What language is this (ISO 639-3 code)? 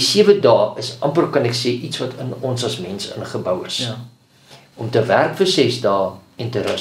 afr